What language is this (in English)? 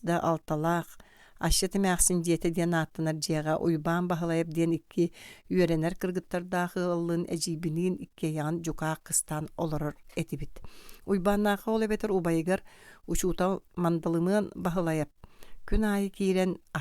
Yakut